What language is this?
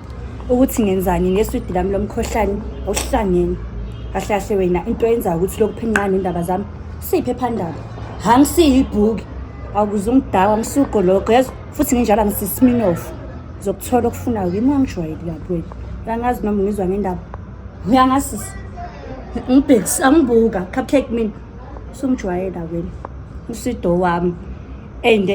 Zulu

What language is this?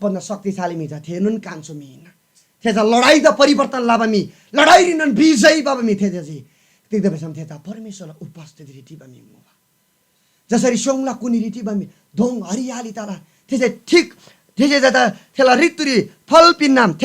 Eastern Tamang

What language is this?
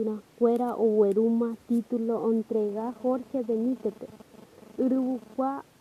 Guarani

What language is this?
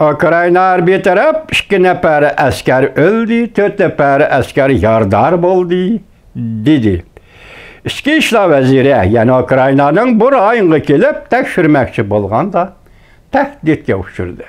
Uyghur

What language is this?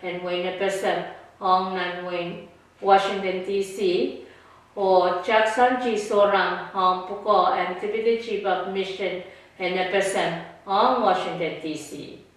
Pohnpeian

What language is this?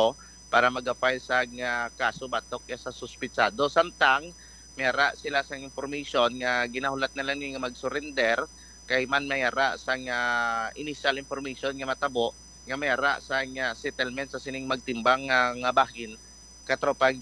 Hiligaynon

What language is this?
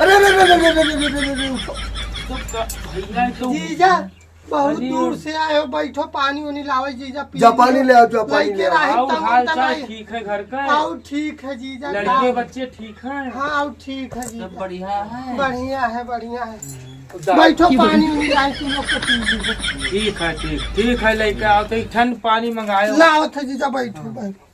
Awadhi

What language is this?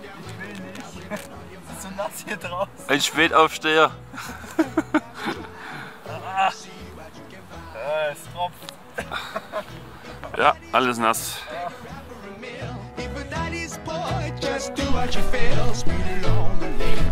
German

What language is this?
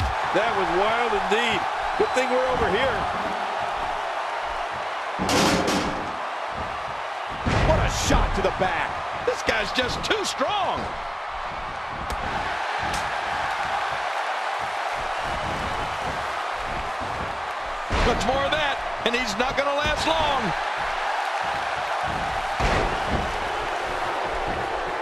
English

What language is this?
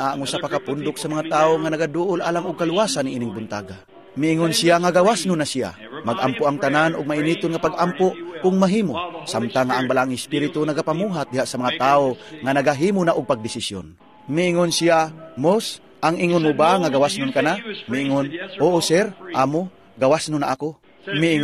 Cebuano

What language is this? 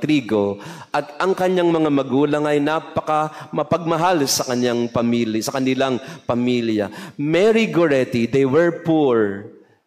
Filipino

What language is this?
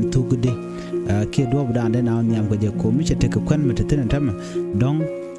Nuer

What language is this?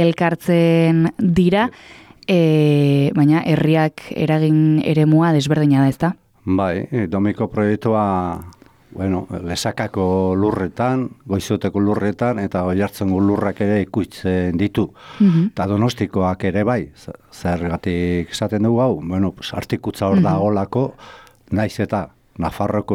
Basque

